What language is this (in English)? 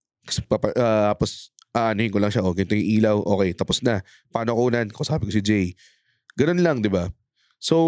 Filipino